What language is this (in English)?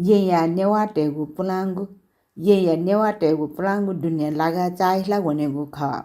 Newari